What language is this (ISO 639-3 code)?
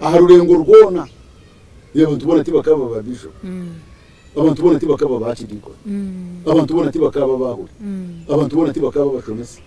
nyn